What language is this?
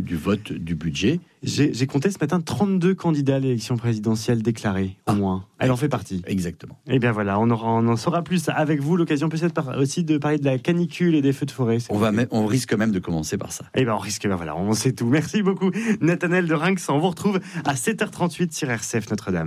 French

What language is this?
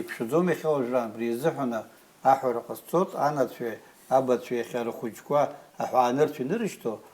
Abkhazian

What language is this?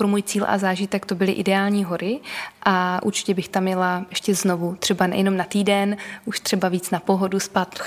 Czech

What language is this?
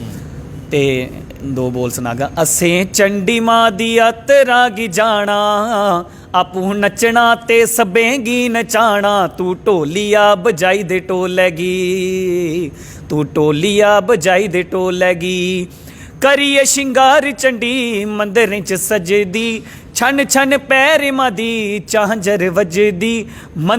Dogri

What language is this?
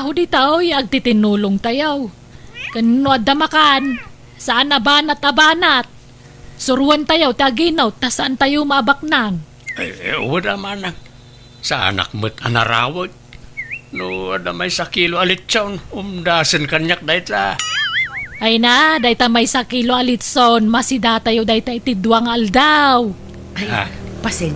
Iloko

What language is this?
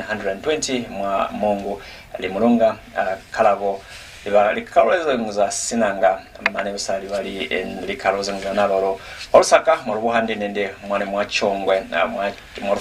Lozi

